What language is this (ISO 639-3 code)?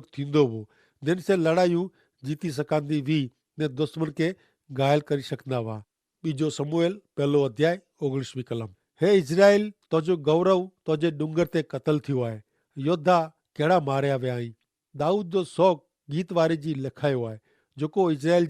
kfr